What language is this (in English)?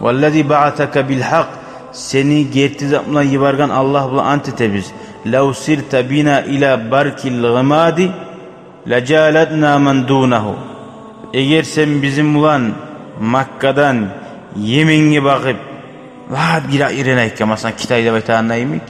Kumyk